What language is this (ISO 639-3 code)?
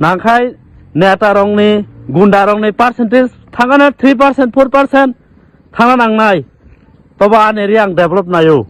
trp